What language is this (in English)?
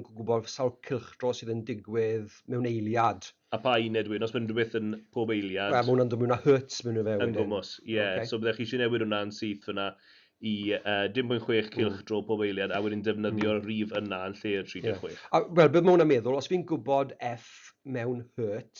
Welsh